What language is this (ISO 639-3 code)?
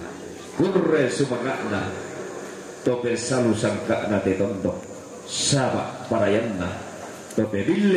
sda